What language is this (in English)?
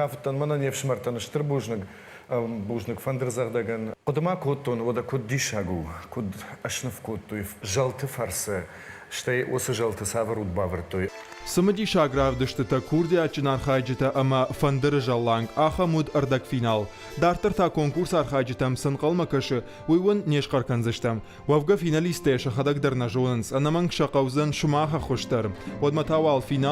Ossetic